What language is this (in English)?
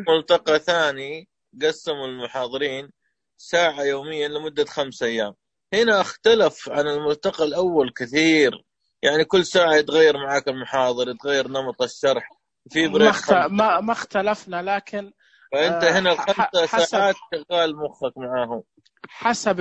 Najdi Arabic